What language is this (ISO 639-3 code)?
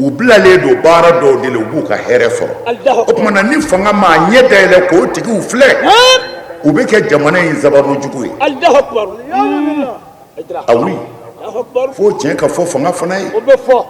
bam